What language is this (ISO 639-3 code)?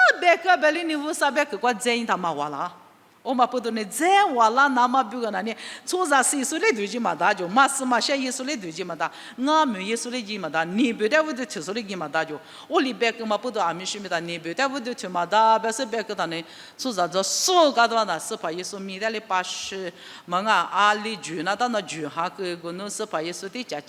lis